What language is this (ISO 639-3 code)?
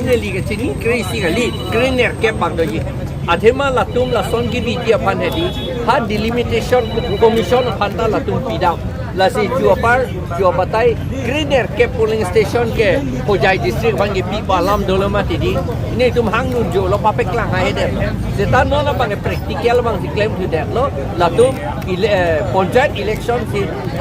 mjw